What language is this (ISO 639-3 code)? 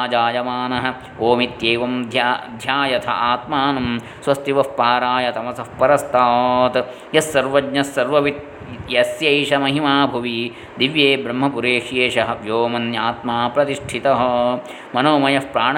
san